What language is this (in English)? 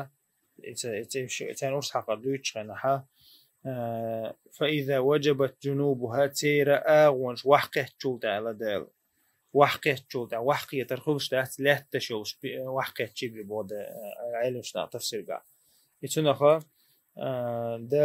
Chechen